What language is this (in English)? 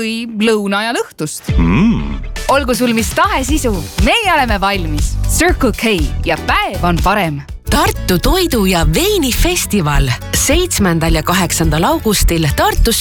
Estonian